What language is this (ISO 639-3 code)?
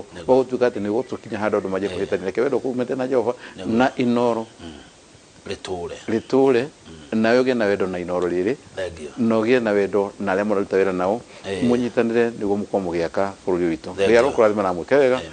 kik